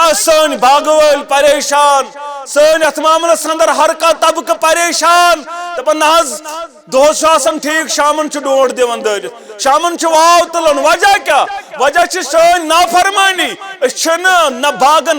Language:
Kashmiri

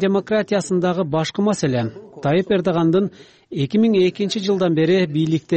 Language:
Kyrgyz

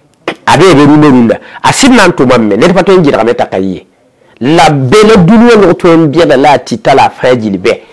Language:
Mossi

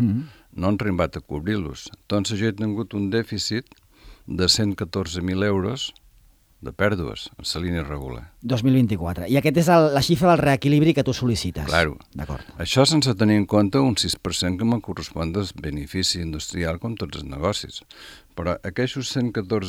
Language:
Catalan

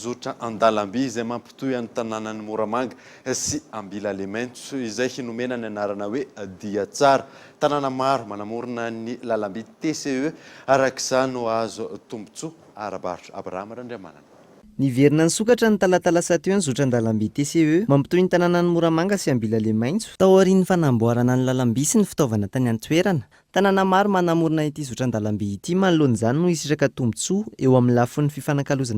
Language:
Malagasy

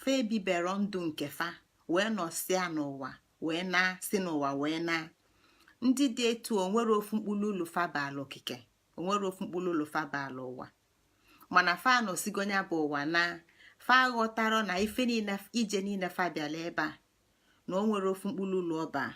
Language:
Igbo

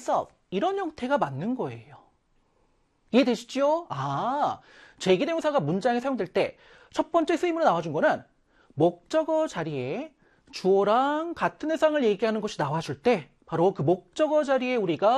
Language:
Korean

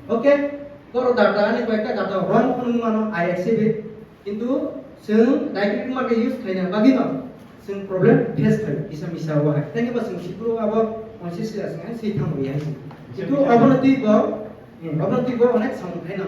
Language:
Kok Borok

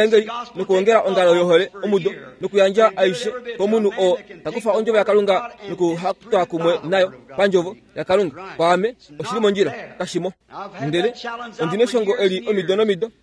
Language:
Kuanyama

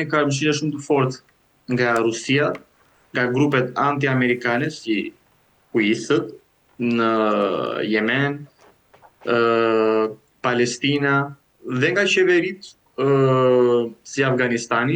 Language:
Albanian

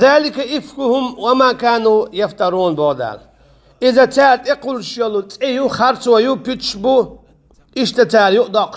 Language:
Chechen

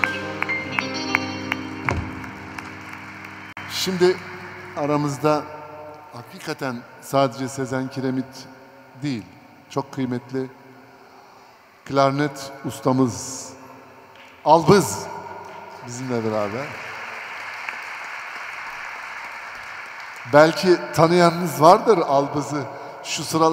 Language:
Turkish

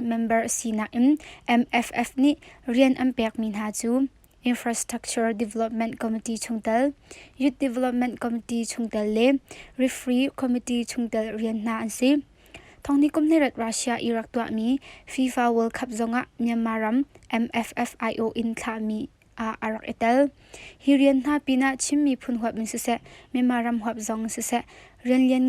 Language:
Hakha Chin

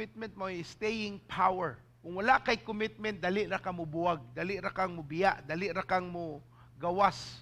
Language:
Cebuano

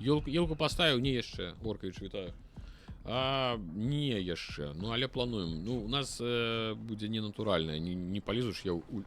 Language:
Belarusian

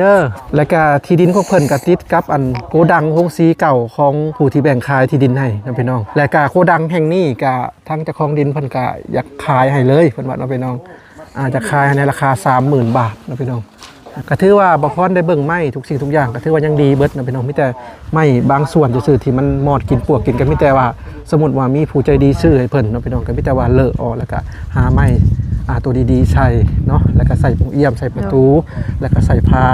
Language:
Lao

